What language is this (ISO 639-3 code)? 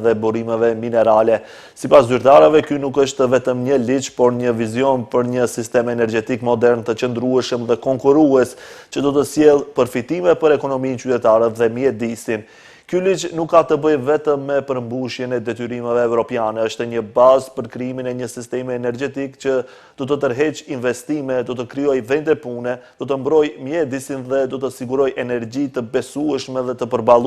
sqi